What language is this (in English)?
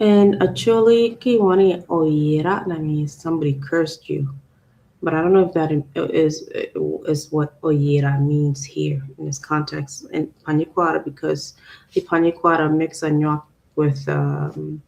Acoli